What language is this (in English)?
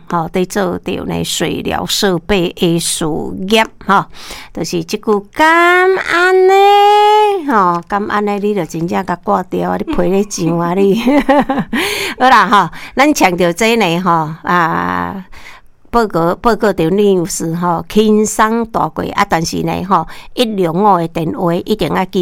Min Nan Chinese